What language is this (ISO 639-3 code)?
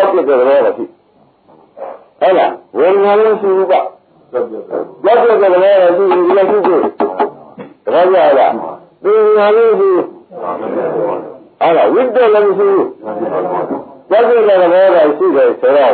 mya